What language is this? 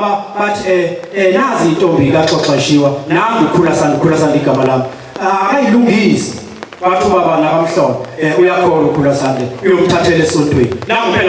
Zulu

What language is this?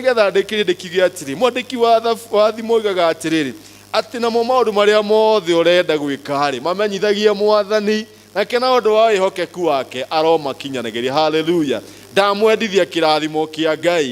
Kikuyu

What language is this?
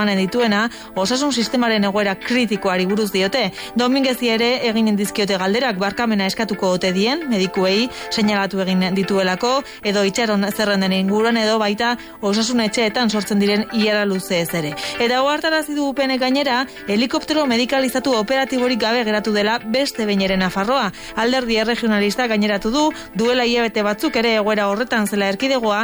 Basque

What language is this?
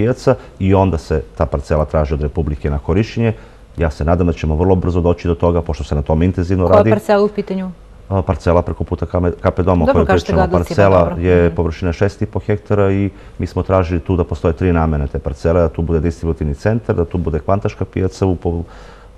Serbian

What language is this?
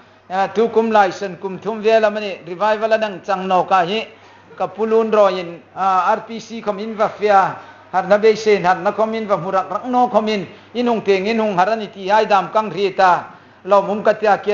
Hmar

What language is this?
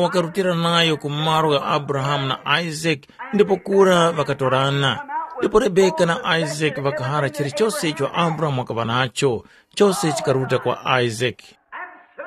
Tumbuka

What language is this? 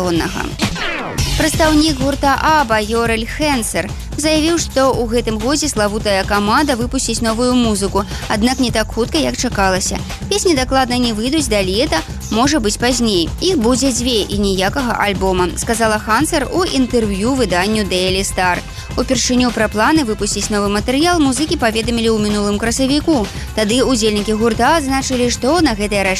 Belarusian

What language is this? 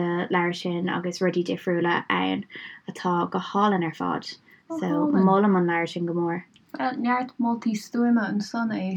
Irish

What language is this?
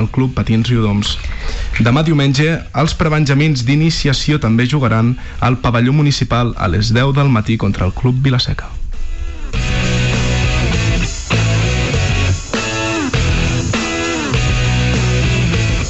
Catalan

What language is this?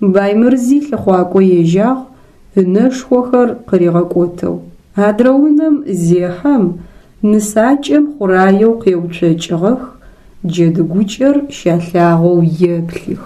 Adyghe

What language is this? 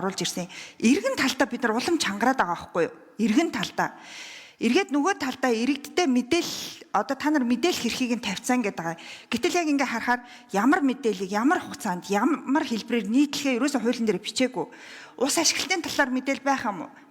Mongolian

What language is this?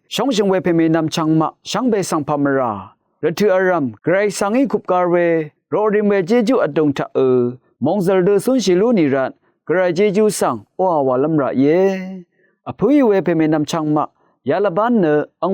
Rawang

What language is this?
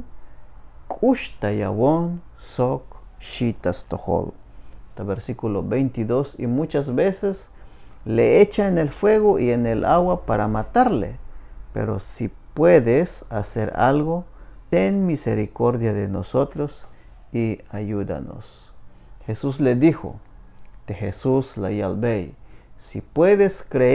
Tzeltal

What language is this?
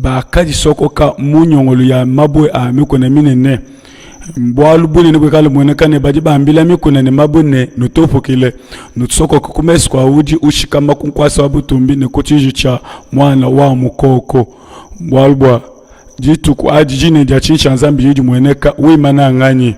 Luba-Lulua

